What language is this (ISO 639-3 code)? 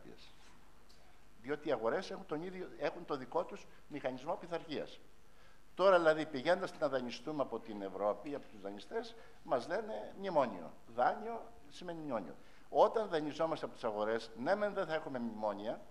ell